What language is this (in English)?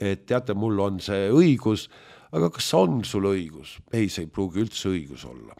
Estonian